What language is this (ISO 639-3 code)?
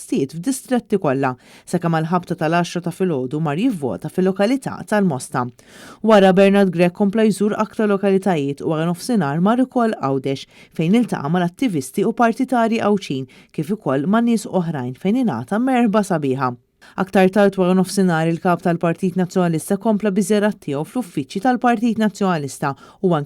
mlt